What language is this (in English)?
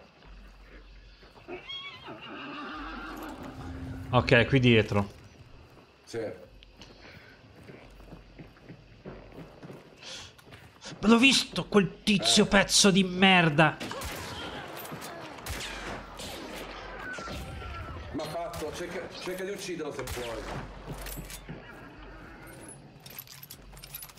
Italian